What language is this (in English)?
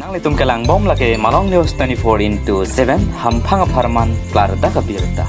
Karbi